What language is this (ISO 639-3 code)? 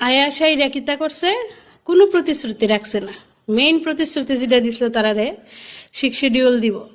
trp